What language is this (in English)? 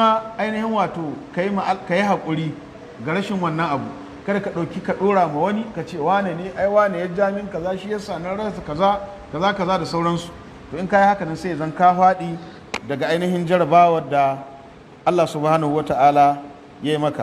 Hausa